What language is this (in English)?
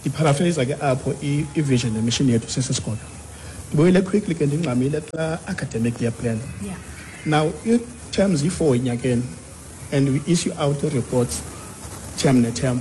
Xhosa